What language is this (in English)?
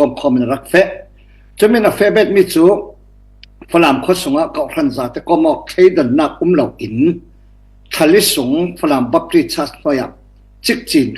Falam Chin